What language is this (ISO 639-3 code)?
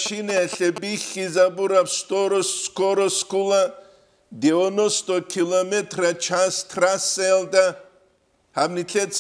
ava